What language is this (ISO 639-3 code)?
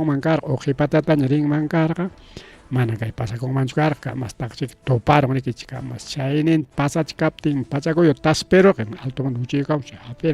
quy